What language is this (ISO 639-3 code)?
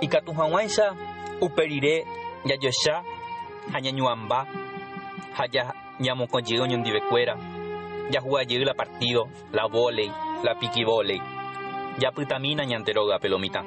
grn